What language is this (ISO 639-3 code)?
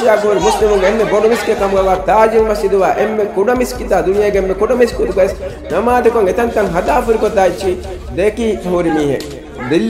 div